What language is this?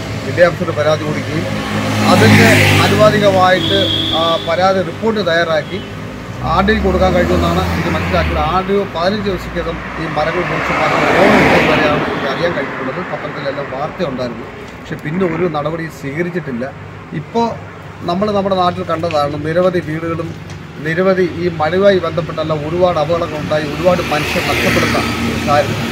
Malayalam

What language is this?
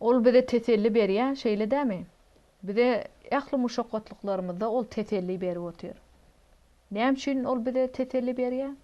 Turkmen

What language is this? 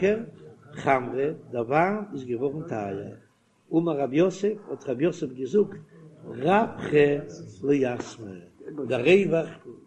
Yiddish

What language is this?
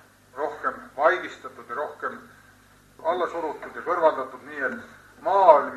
Estonian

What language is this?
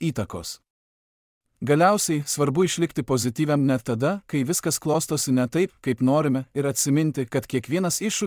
Lithuanian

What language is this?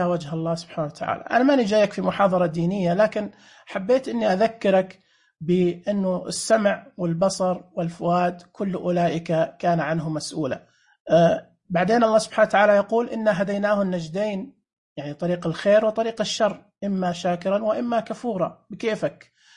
Najdi Arabic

